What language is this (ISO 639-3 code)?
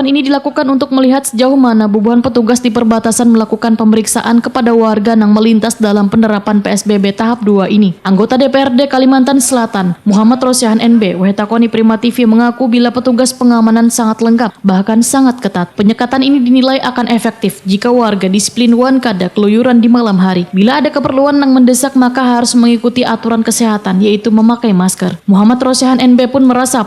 bjn